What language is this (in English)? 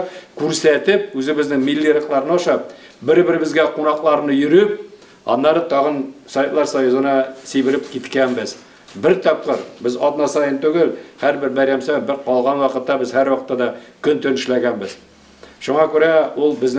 Tatar